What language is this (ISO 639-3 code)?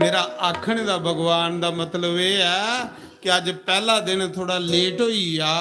doi